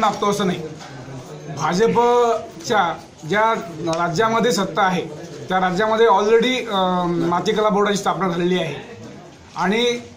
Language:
Marathi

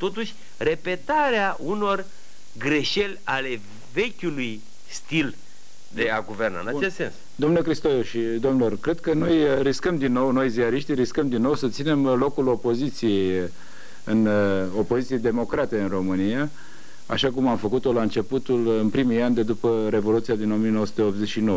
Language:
Romanian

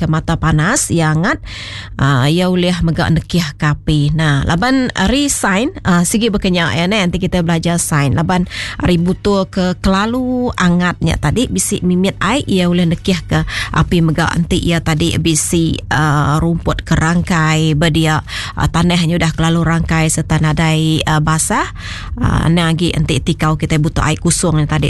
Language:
Iban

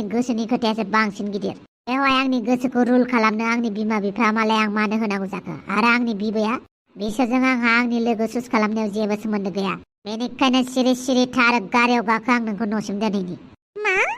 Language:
Bodo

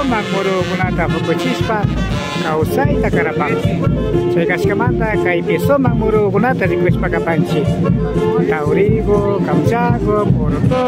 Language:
Imbabura Highland Quichua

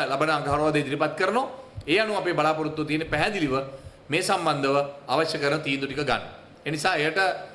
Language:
Sinhala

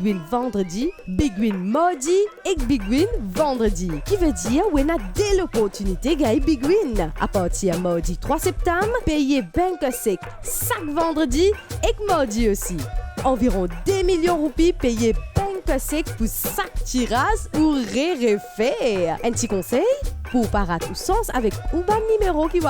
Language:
Morisyen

